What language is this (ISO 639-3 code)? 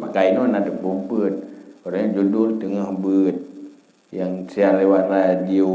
ace